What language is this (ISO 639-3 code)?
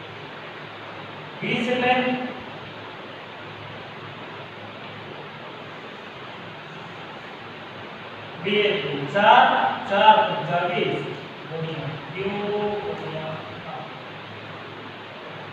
guj